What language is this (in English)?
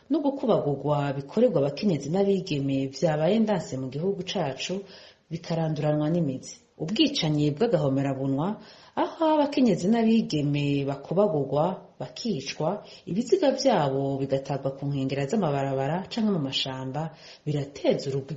Rundi